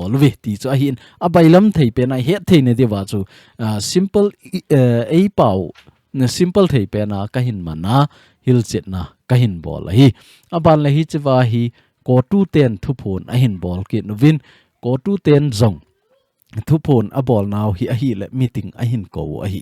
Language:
Thado Chin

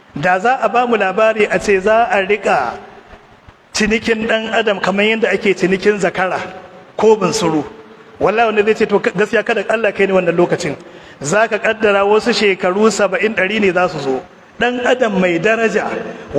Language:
Hausa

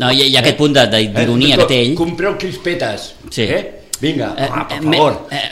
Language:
Catalan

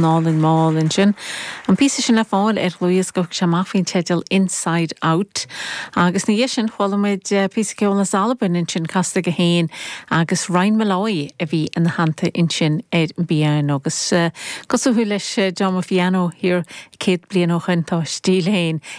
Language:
Irish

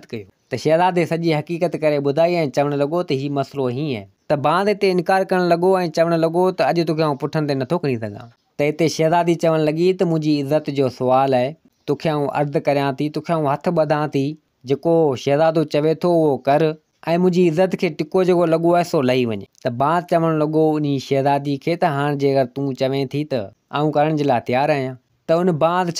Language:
Sindhi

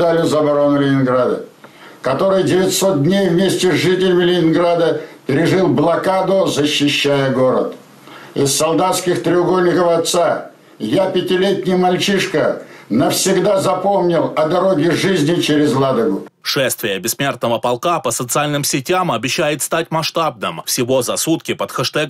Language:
Russian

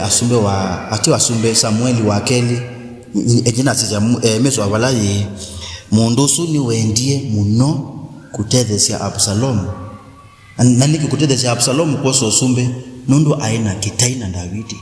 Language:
Kamba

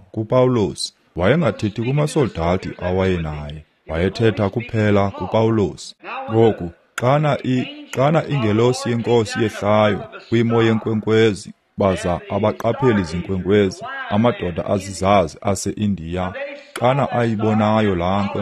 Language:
Xhosa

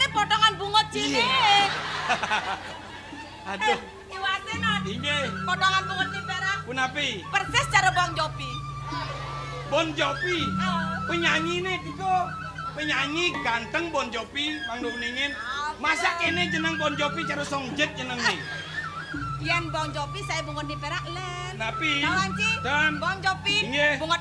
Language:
Balinese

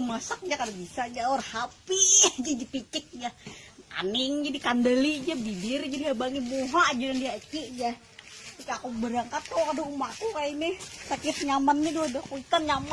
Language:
Banjar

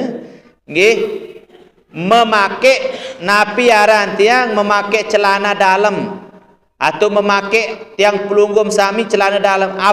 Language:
Sasak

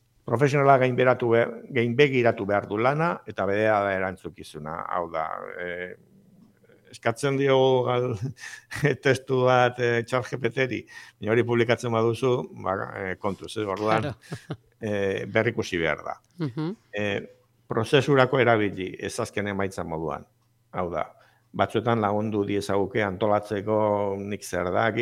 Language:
Basque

